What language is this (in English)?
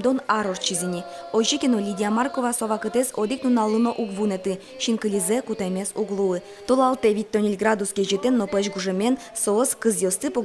Udmurt